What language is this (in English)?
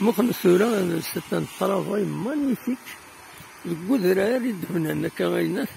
Kabyle